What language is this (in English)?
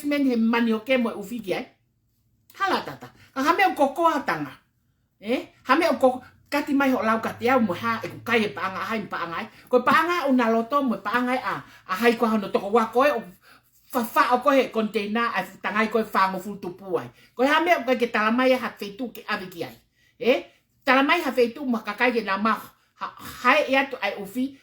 Tongan